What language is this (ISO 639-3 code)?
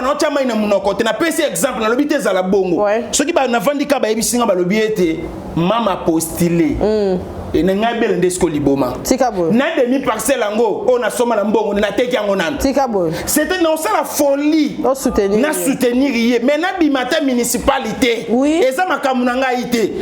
lin